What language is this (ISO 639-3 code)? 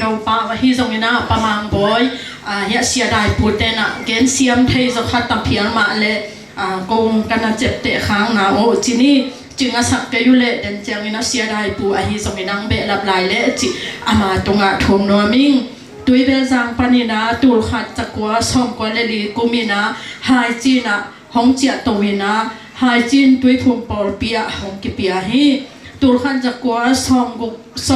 ctd